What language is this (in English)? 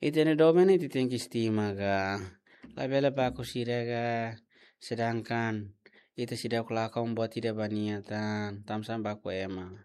Tetum